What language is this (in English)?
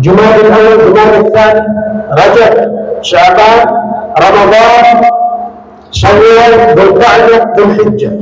Tausug